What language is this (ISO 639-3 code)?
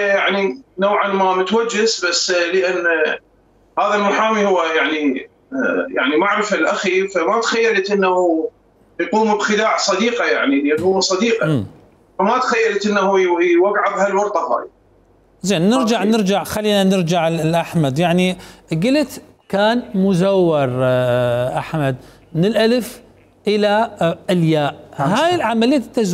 acm